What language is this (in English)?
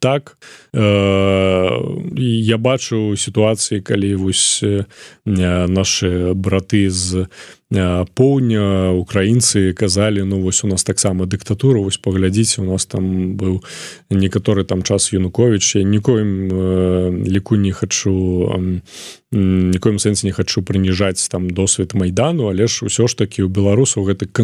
Belarusian